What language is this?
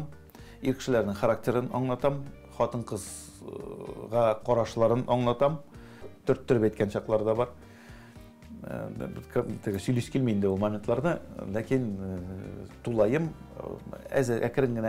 Tatar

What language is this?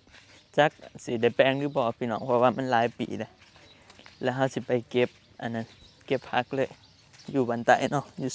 Northeastern Thai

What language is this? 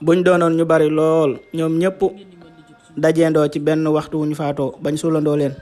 Wolof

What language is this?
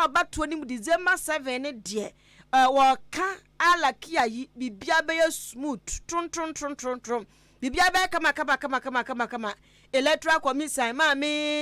Akan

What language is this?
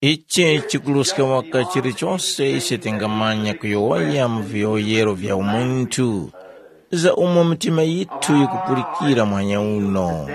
Tumbuka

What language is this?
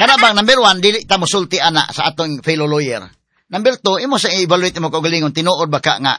Cebuano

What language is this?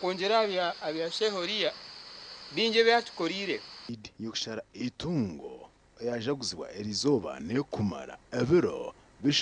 Nyankole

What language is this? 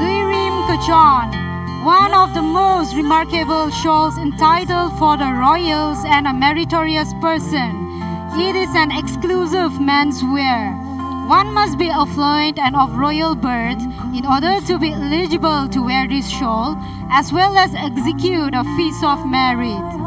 Tangkhul Naga (India)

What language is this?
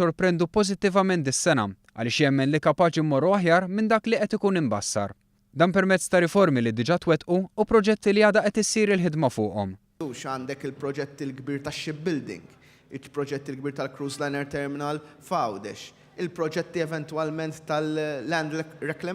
Maltese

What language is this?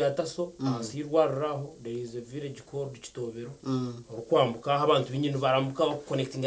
Nyankole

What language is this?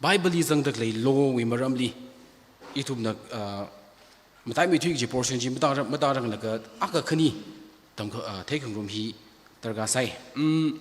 Tangkhul Naga (India)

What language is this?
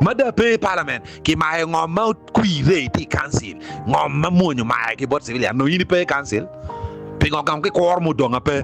Acoli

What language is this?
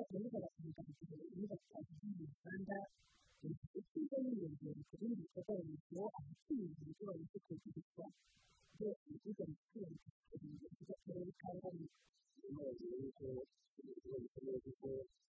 Kinyarwanda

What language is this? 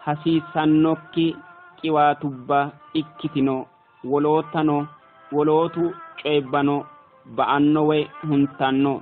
Sidamo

